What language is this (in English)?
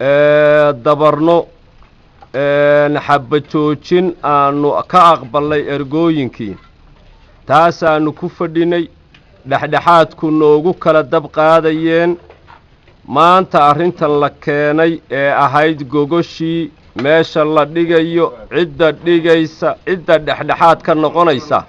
Somali